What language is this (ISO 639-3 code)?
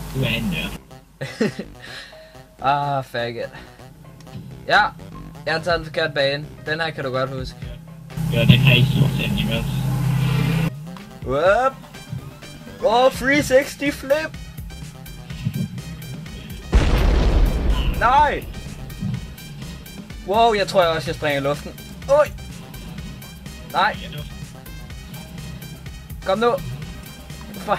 dan